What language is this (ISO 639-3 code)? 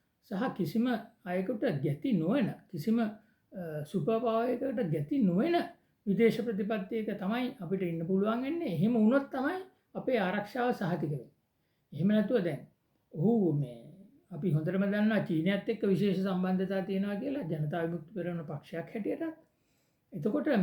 sin